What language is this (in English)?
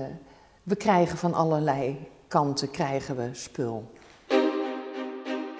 Dutch